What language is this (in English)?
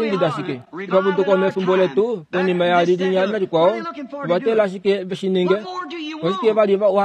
Kuanyama